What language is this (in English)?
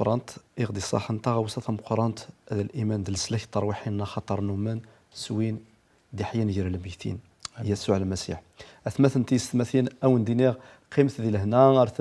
Kabyle